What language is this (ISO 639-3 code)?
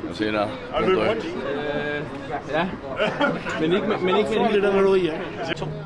fao